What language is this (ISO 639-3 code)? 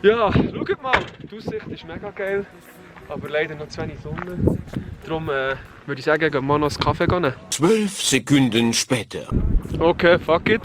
gsw